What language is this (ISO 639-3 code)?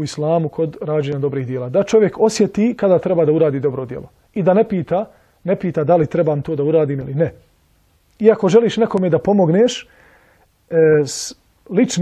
bos